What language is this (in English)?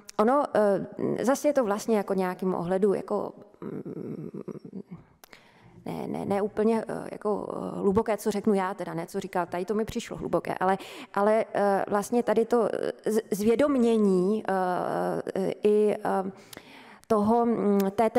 Czech